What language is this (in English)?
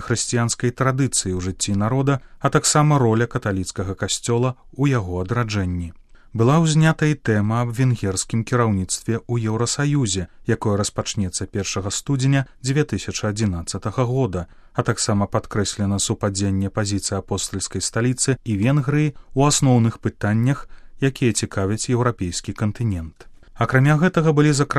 Belarusian